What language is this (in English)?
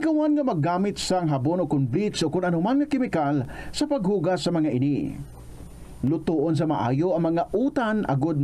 Hiligaynon